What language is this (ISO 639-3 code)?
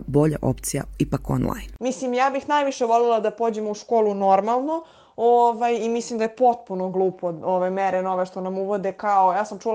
srp